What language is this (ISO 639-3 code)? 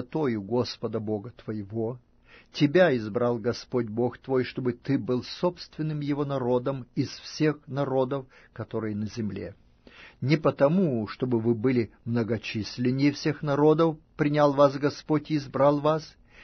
rus